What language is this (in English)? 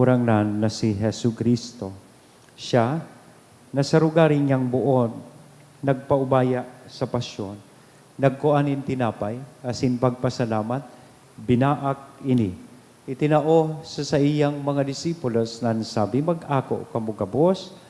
Bikol